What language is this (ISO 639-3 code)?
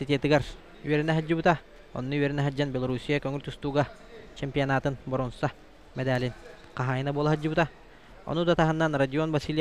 sah